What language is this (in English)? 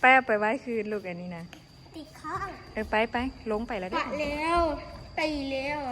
Lao